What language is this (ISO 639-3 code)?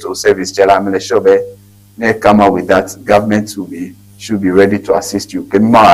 ewe